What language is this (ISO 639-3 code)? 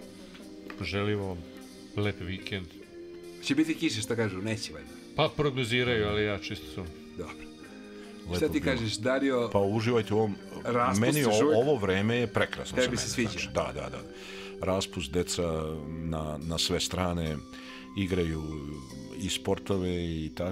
srp